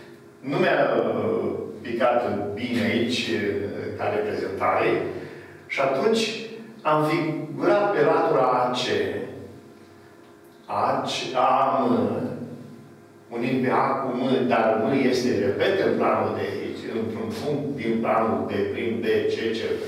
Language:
Romanian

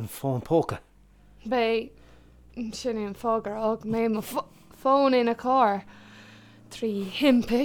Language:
Irish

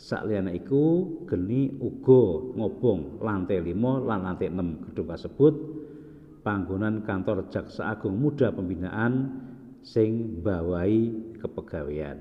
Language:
Javanese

